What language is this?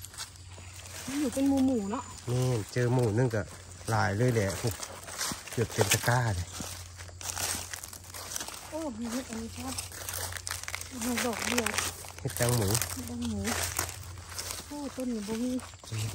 Northeastern Thai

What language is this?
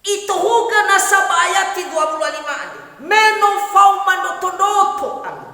Nias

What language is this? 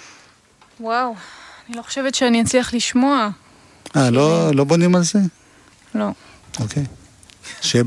Hebrew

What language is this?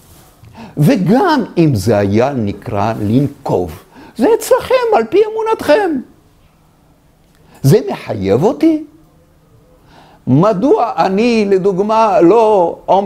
Hebrew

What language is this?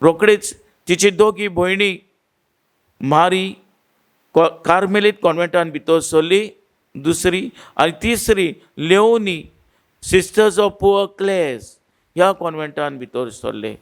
Konkani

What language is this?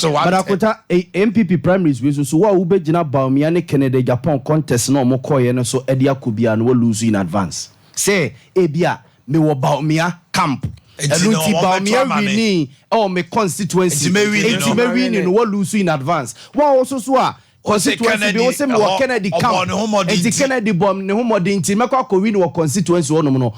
Akan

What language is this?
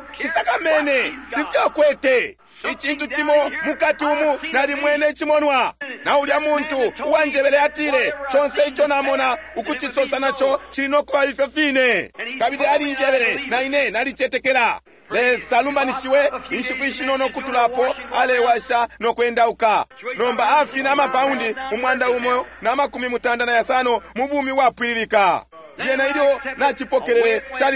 Bemba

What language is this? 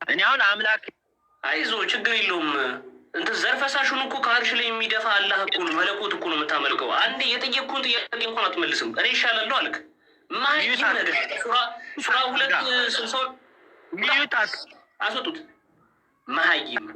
Amharic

